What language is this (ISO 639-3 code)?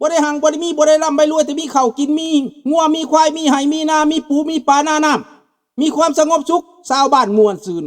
lao